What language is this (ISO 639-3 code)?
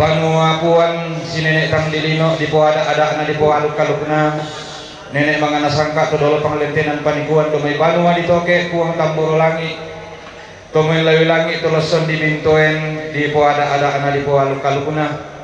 sda